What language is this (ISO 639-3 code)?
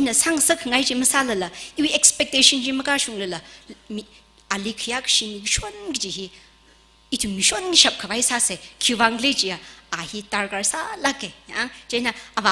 nmf